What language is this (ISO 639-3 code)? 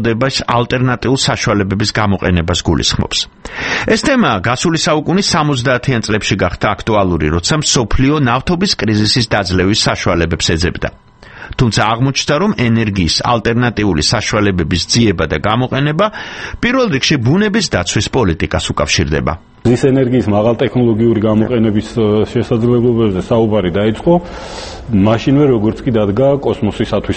kat